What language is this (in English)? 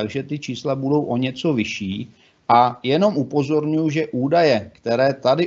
Czech